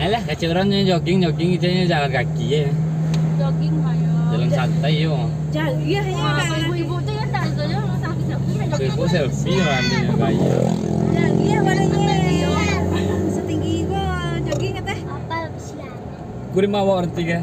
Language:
Minangkabau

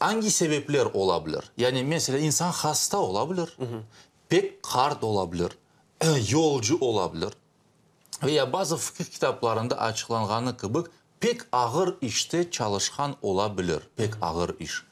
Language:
Crimean Tatar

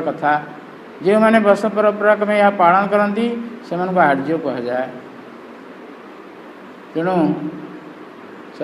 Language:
Odia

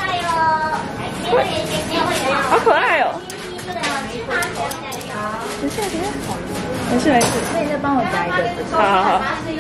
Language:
Chinese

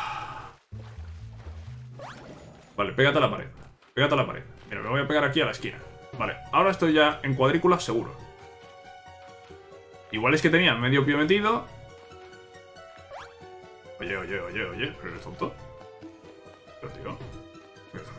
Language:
Spanish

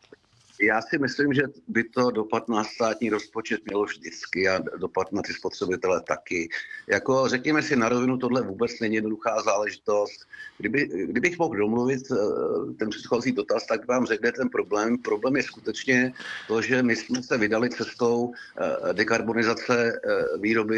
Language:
Czech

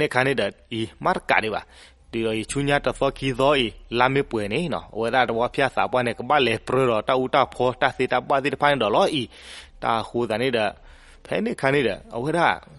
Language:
S'gaw Karen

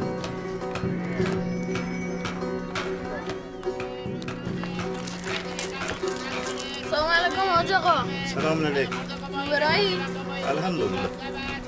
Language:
Persian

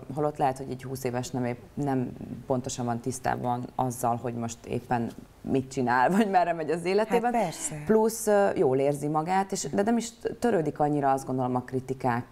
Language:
Hungarian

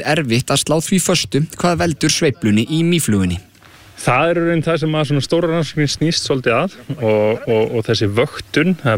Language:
Icelandic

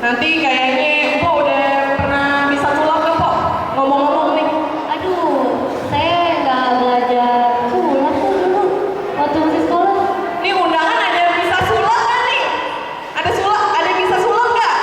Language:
Betawi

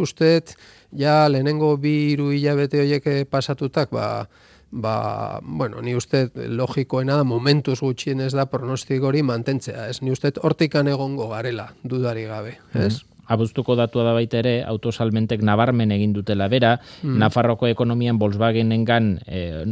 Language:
Basque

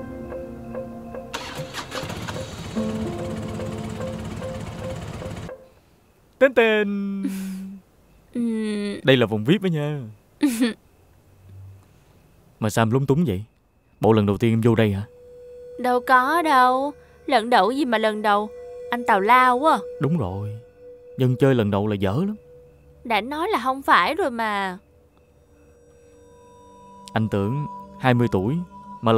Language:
Vietnamese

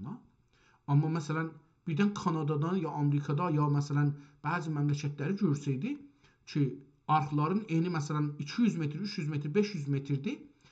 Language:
South Azerbaijani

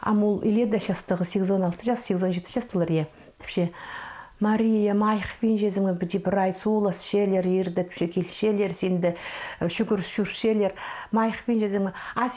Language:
Khakas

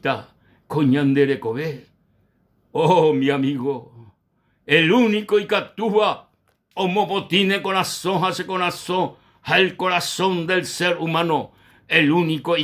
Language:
Guarani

